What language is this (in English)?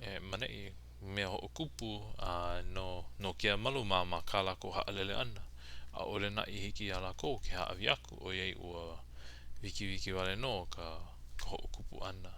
Hawaiian